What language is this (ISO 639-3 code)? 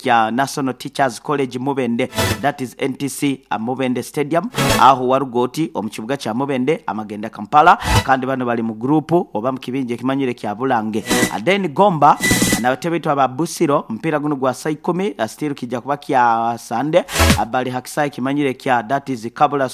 nyo